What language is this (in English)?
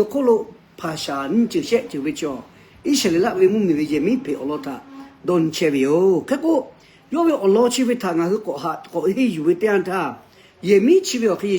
Lahu